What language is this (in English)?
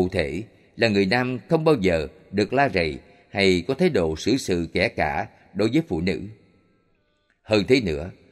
Vietnamese